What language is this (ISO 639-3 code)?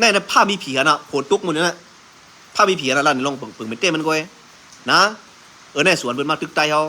shn